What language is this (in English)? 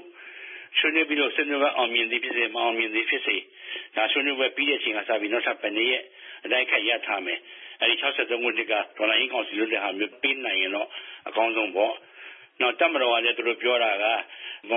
Burmese